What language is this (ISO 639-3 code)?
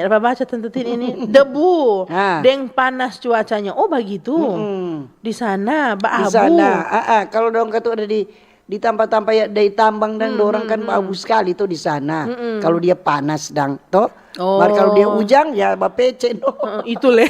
xmm